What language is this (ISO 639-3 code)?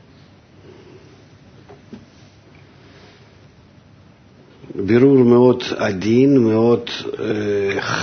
heb